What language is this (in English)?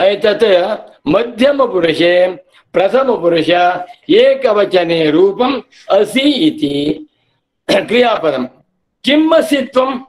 Sanskrit